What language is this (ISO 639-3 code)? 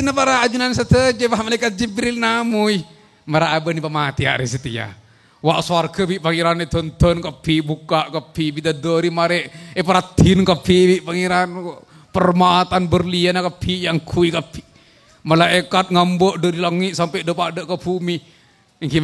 mad